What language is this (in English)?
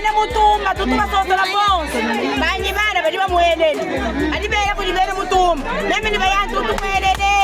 Luba-Lulua